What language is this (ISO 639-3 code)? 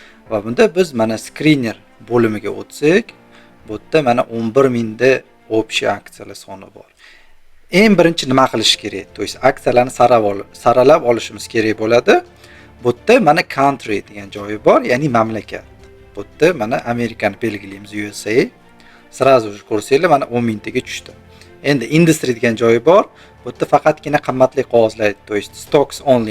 uzb